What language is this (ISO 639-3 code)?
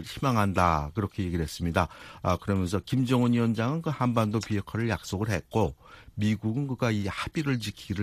kor